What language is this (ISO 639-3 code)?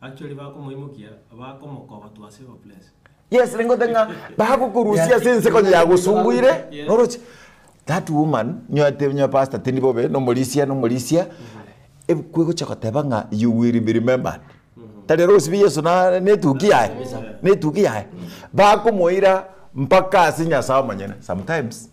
guz